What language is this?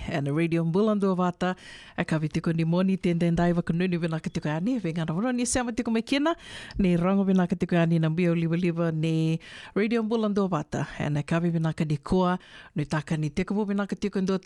Fijian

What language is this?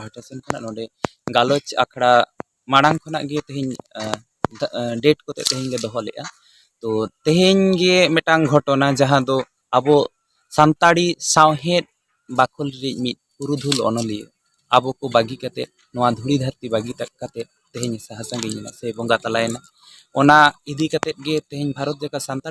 Santali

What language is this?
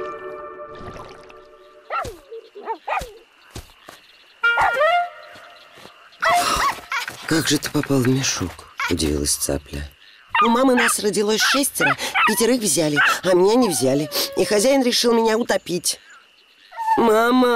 Russian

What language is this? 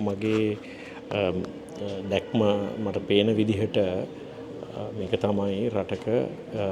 Sinhala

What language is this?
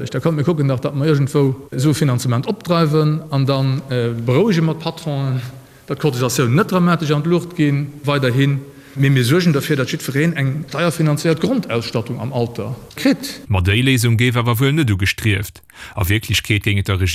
Luxembourgish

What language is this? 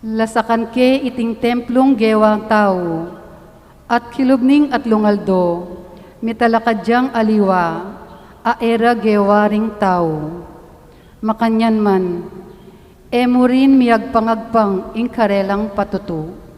Pampanga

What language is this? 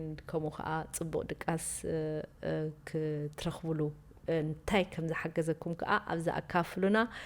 Tigrinya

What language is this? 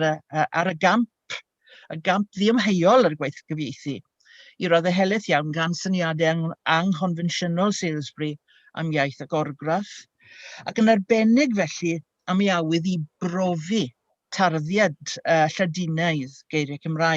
Welsh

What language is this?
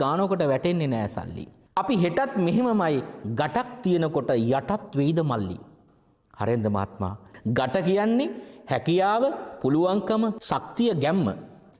Sinhala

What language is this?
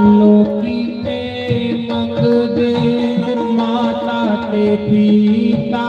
Dogri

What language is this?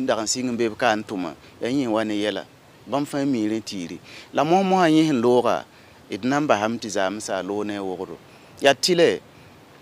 Mossi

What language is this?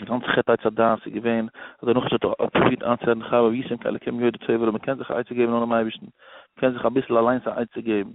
Yiddish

